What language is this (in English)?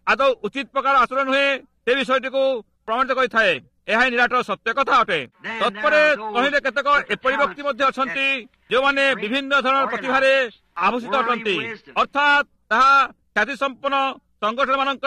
Odia